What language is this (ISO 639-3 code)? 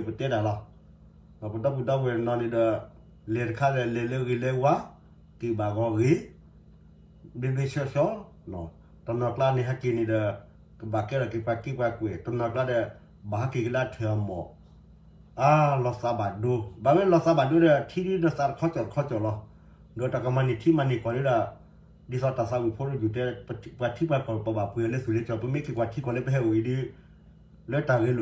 ksw